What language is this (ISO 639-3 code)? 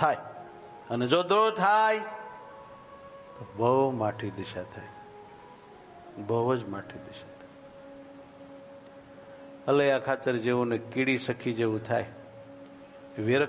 guj